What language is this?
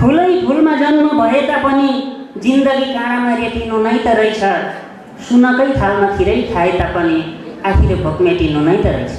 Nepali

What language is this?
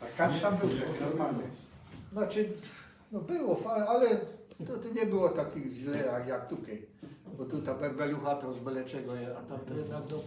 Silesian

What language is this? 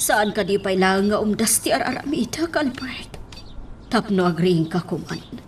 Iloko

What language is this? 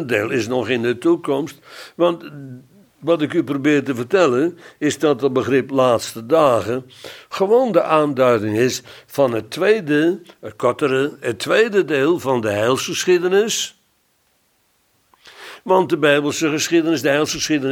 Dutch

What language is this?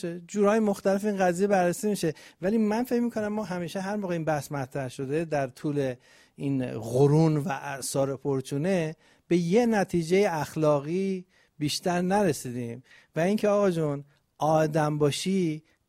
Persian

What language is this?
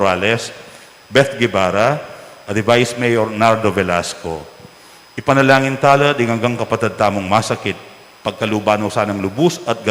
Pampanga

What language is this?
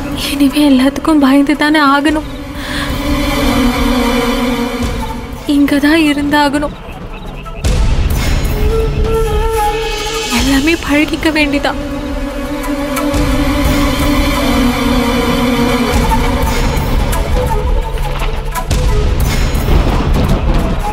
Tamil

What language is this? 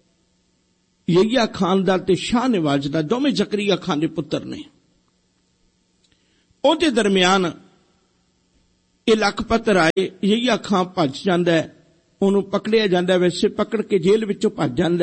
Punjabi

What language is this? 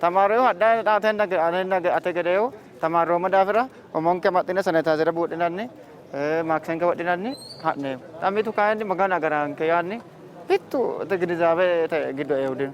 Sidamo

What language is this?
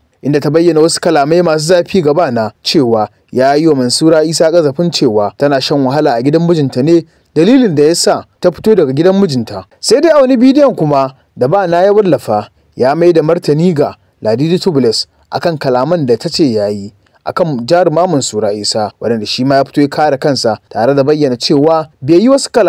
Hausa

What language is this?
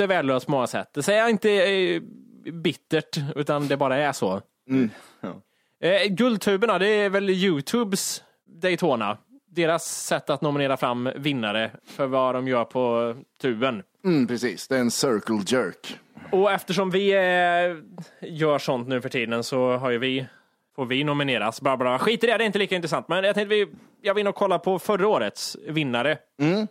Swedish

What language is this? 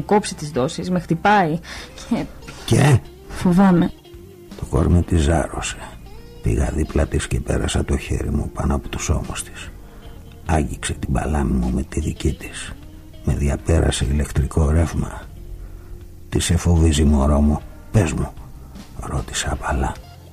Greek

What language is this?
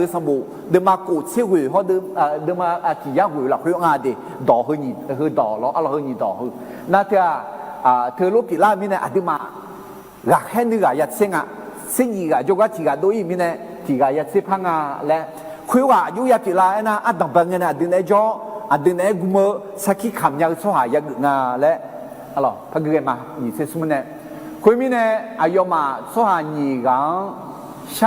Akha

